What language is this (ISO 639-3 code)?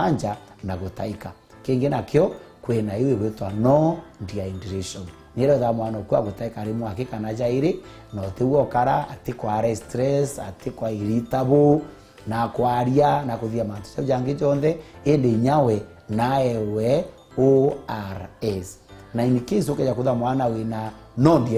mer